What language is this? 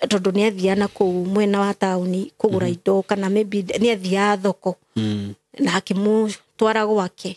Kikuyu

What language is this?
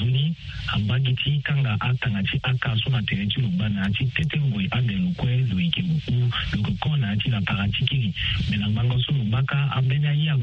Sango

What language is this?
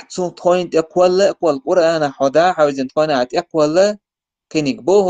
Chechen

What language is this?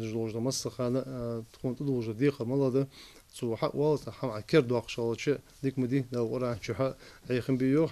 Ingush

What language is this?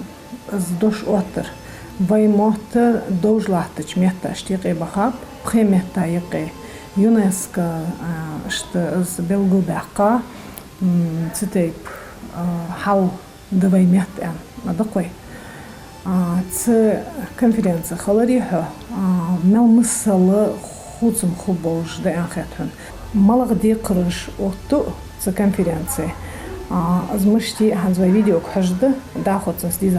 Ingush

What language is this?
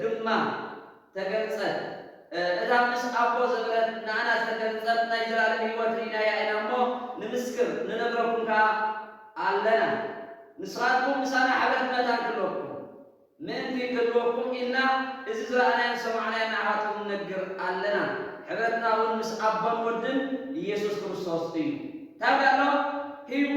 Tigrinya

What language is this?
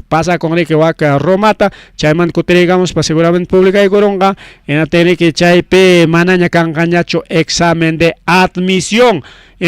Ayacucho Quechua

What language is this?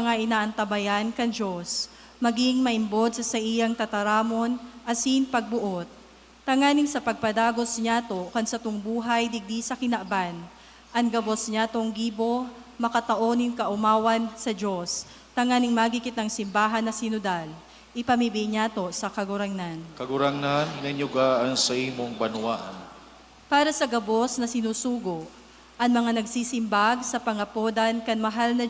Bikol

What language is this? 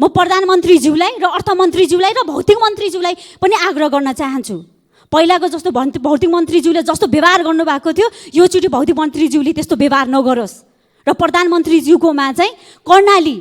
Nepali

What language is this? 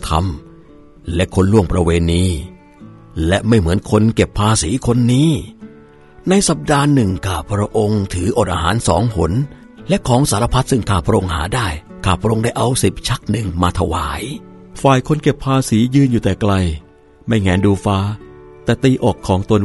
Thai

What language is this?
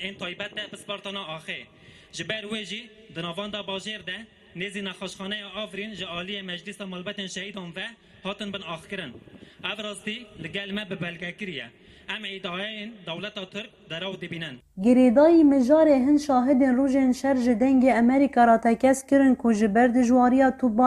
Kurdish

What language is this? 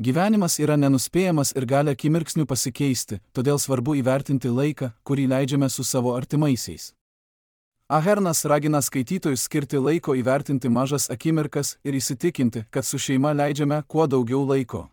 Lithuanian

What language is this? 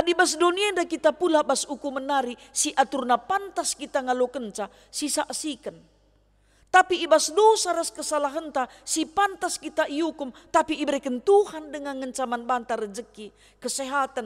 Batak Karo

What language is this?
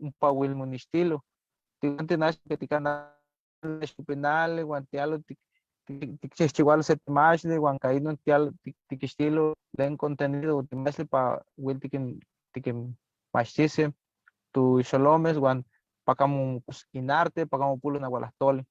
Eastern Huasteca Nahuatl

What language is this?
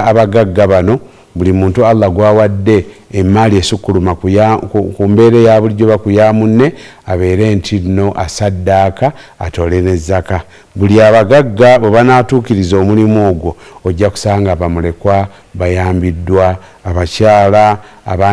Ganda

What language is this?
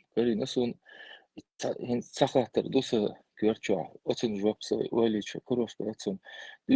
Chechen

